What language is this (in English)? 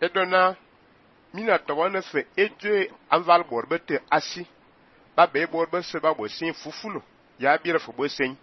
Fang